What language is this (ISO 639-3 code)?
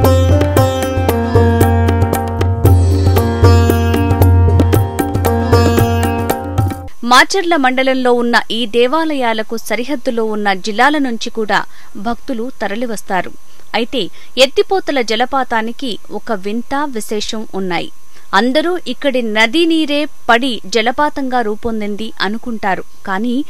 tel